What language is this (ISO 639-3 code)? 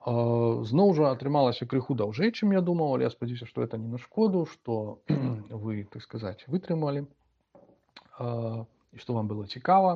bel